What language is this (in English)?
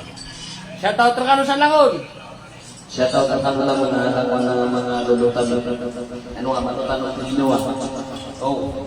Maranao